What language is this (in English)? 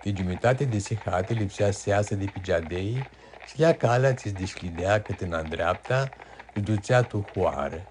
Aromanian